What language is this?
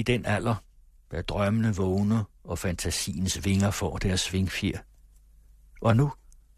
Danish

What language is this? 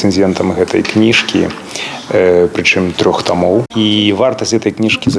Belarusian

